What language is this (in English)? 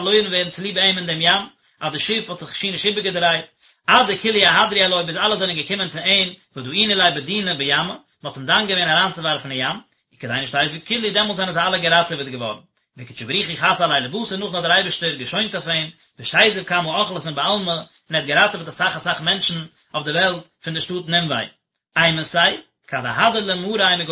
Yiddish